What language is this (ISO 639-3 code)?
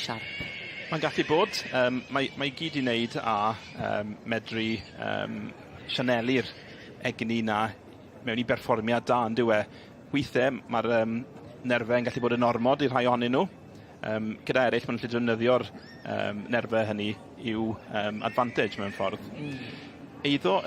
cym